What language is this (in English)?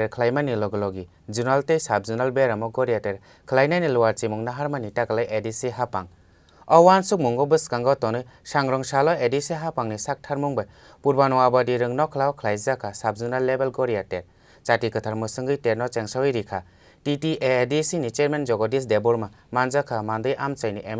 Kok Borok